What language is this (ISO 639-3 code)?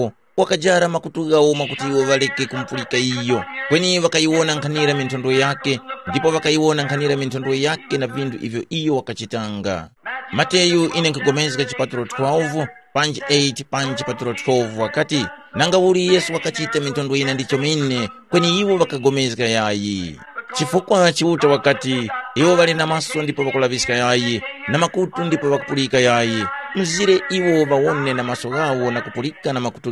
tum